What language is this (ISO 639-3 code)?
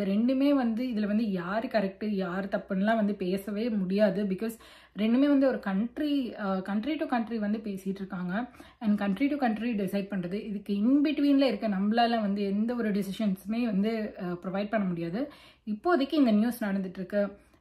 tam